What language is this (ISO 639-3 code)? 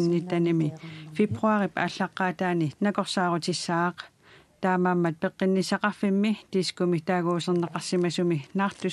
kal